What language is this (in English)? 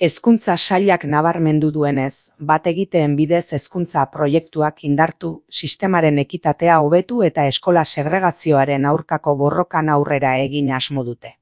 Basque